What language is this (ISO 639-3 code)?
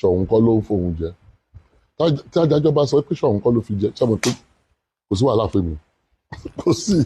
yor